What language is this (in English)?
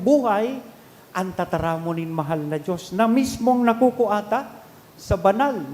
Bikol